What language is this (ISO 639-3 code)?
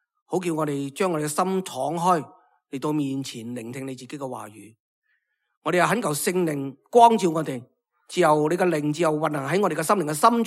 yue